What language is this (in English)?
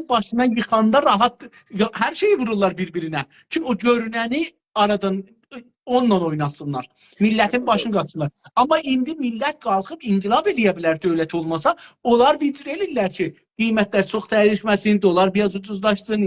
South Azerbaijani